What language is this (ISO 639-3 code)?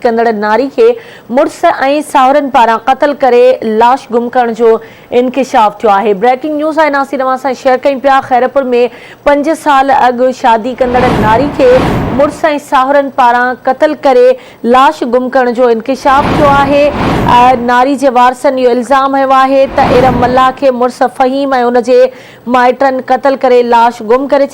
snd